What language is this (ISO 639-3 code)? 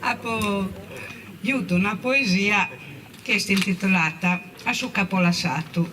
srd